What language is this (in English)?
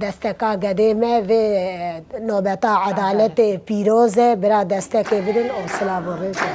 Kurdish